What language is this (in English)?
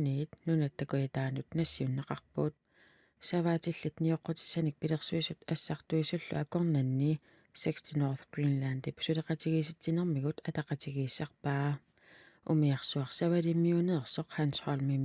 Kalaallisut